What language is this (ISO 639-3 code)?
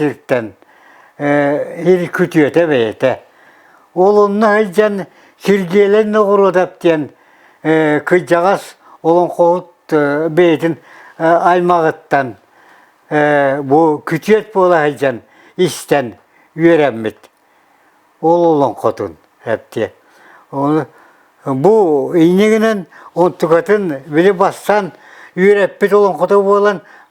sah